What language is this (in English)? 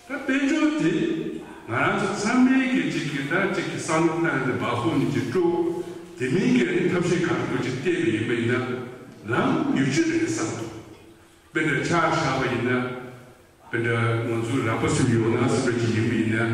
Tibetan